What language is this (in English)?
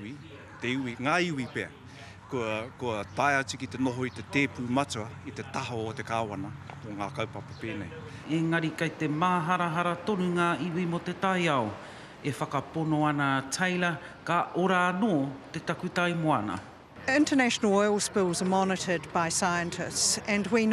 Māori